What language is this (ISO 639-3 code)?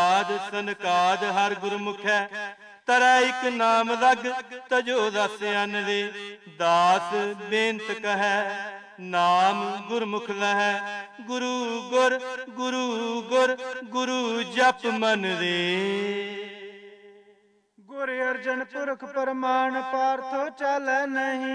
pan